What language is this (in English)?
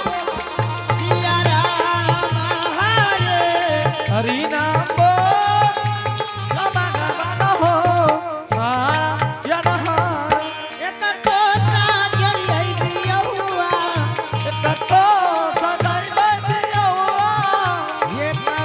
Angika